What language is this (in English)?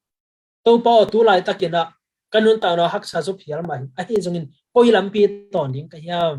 Tedim Chin